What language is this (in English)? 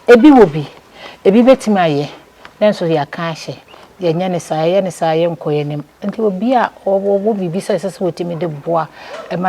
Akan